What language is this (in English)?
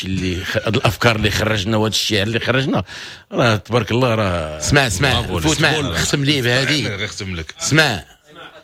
Moroccan Arabic